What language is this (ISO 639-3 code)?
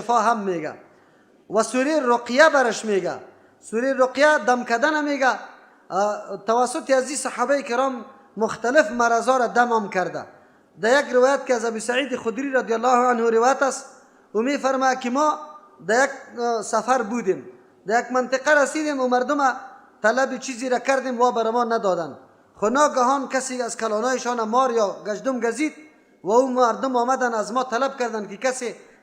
fas